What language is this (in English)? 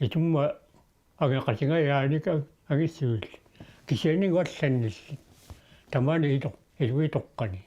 Kalaallisut